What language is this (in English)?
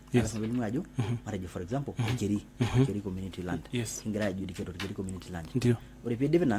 Masai